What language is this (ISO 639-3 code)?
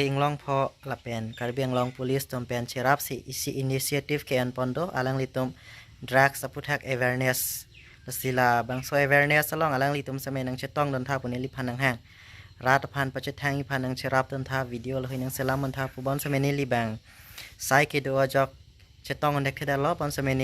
mjw